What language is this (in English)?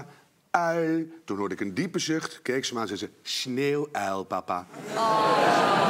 Dutch